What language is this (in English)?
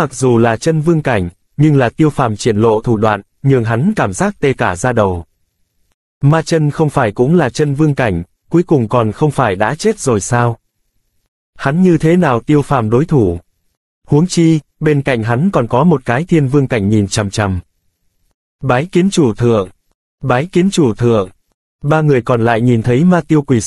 Vietnamese